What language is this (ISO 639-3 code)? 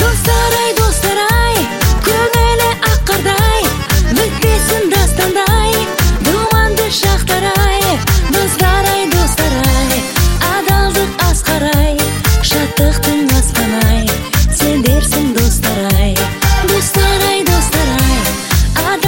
kaz